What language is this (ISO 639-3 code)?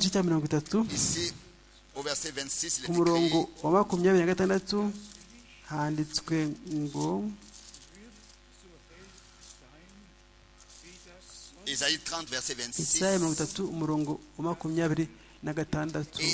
kin